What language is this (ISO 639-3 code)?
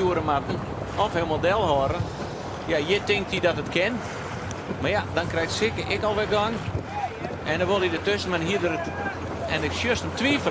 fry